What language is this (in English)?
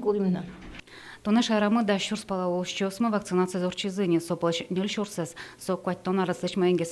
Udmurt